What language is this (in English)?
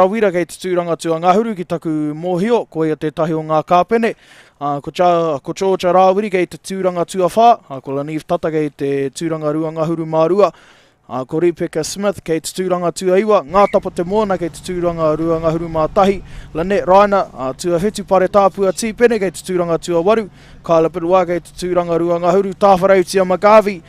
Māori